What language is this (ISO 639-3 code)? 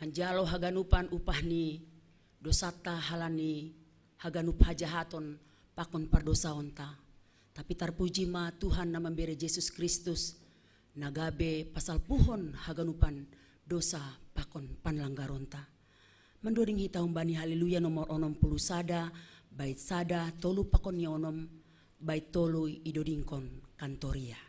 bts